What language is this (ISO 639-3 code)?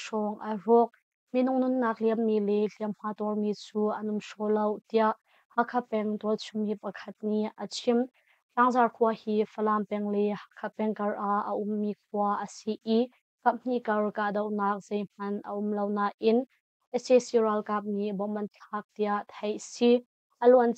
cnh